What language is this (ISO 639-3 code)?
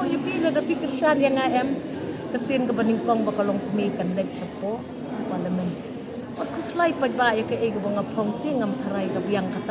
kha